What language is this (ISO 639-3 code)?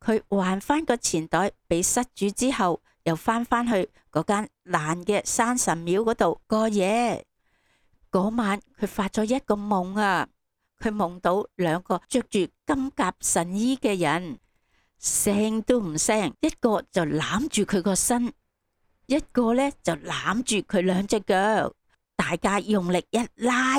yue